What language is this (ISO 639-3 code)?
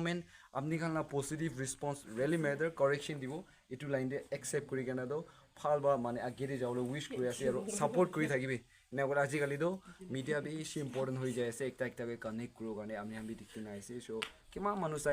nag